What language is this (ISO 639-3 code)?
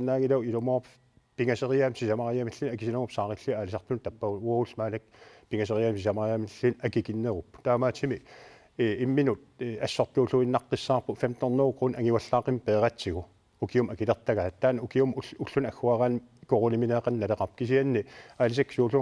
kal